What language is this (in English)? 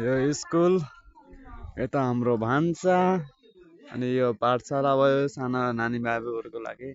Nepali